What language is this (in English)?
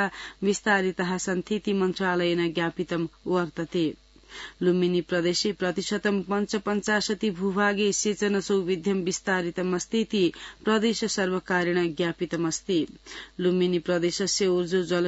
Sanskrit